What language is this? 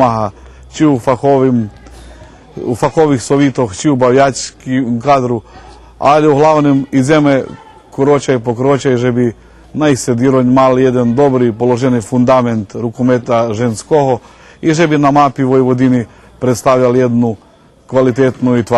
Rusyn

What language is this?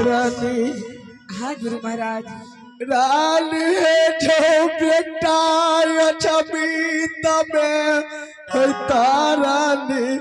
Maithili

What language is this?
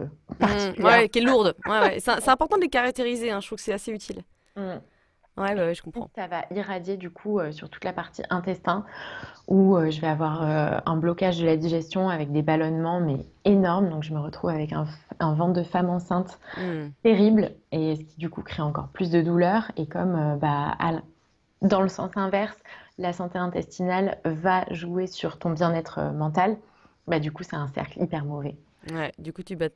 French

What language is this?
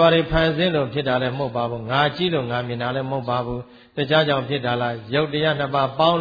Burmese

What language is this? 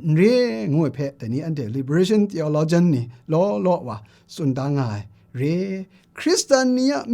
Kachin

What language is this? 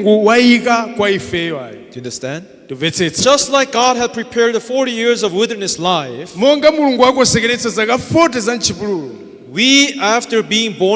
Nyanja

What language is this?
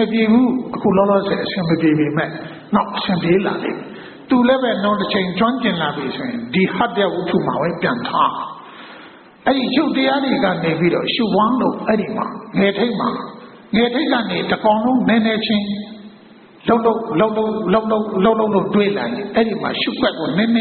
Burmese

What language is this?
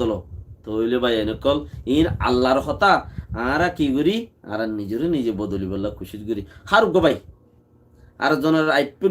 Rohingya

